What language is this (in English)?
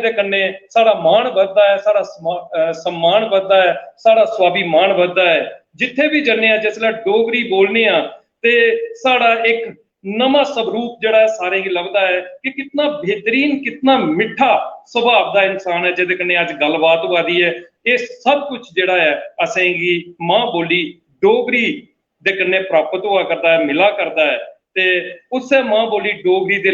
Dogri